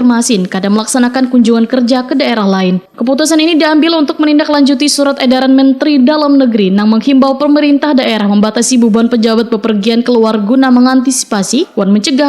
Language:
Banjar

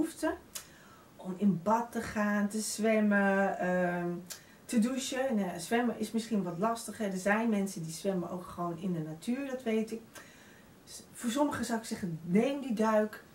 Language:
Dutch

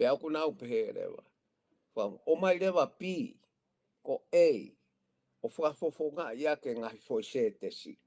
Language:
Tongan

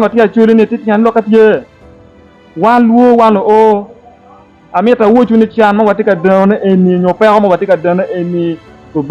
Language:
Acoli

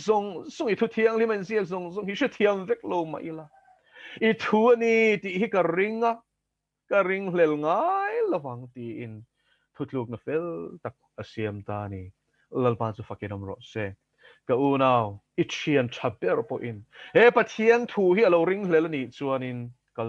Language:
Mizo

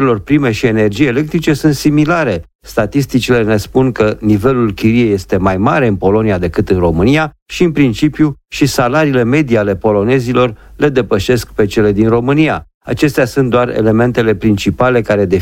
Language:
Romanian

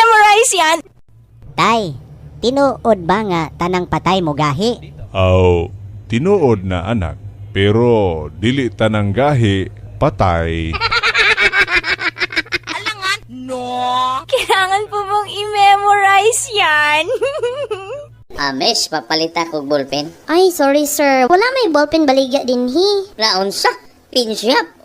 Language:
Cebuano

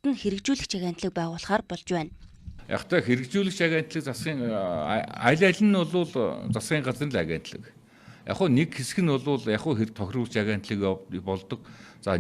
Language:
Mongolian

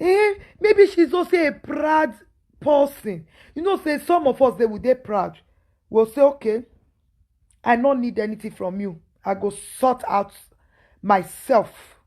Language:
Nigerian Pidgin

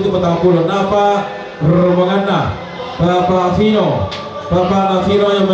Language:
Toraja-Sa'dan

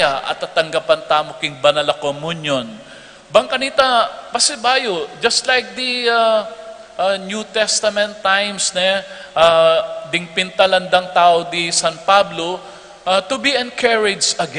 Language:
Pampanga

